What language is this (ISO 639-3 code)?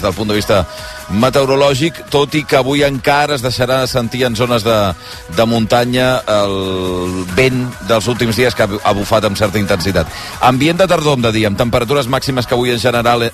cat